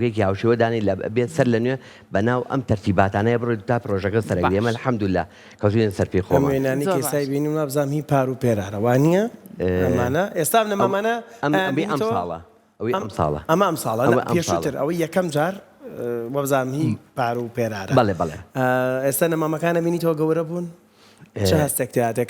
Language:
Central Kurdish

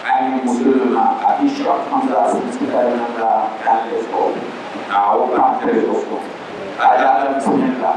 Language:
Dagbani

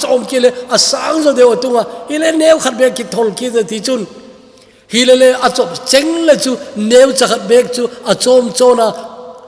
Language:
Thado Chin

